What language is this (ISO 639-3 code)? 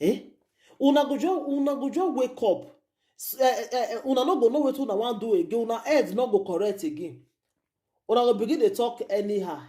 pcm